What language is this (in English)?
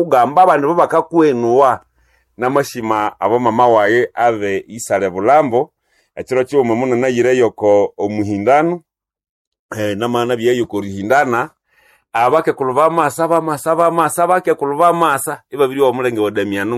Nande